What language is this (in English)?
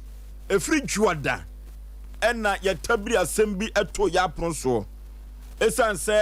Akan